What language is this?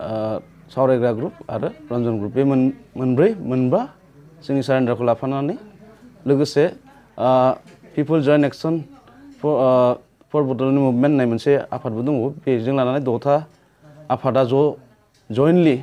Bodo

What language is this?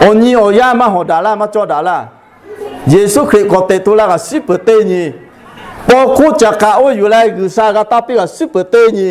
Lahu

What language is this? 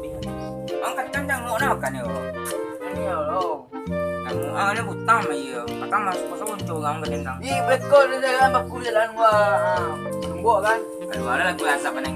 Minangkabau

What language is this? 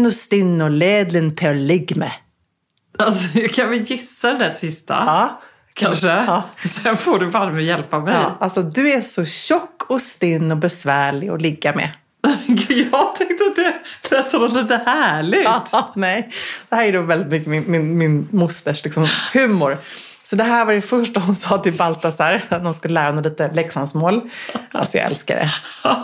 Swedish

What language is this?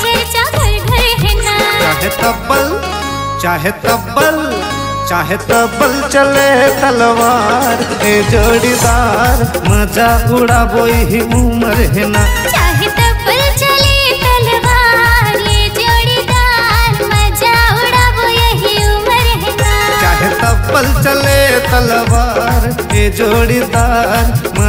Chhattisgarhi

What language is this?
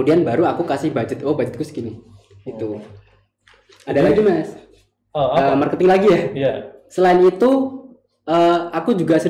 Indonesian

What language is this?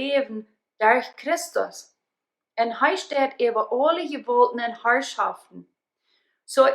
Plautdietsch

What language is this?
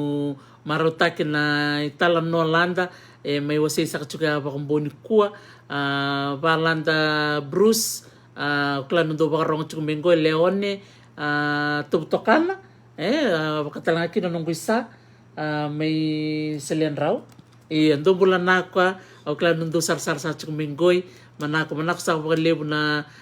Fijian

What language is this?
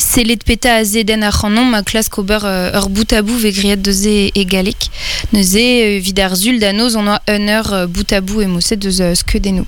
Breton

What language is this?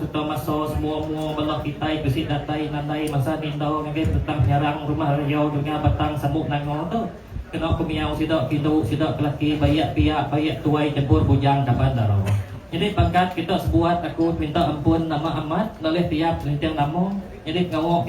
Iban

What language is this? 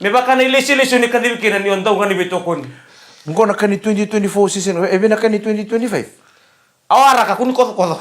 Fijian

